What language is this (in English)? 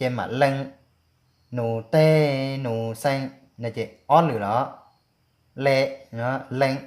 Hmong